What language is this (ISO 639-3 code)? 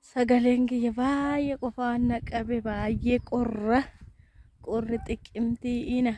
orm